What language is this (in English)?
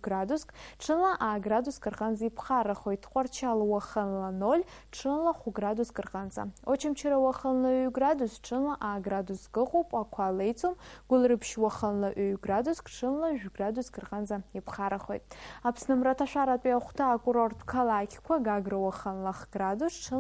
Abkhazian